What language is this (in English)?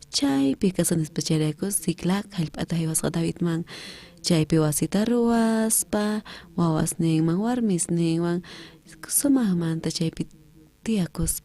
South Bolivian Quechua